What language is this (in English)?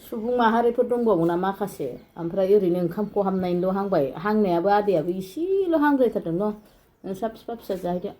Bodo